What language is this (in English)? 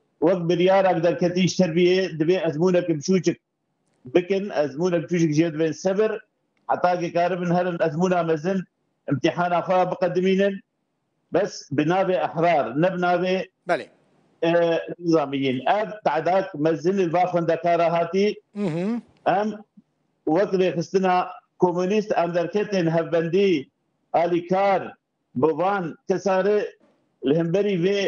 Kurdish